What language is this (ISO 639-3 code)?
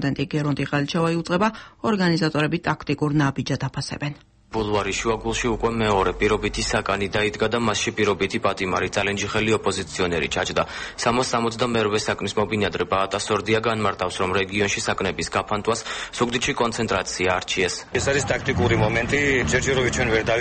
kat